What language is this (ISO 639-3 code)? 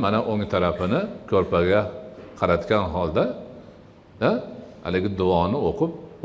uzb